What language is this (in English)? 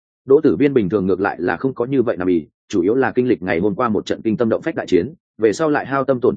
Vietnamese